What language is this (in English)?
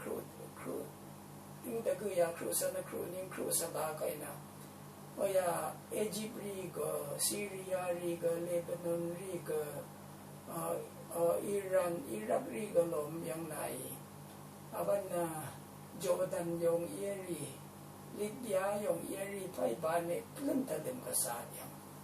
Rawang